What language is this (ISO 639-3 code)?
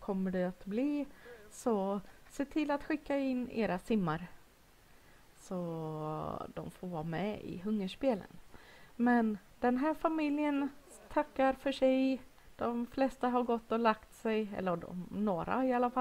swe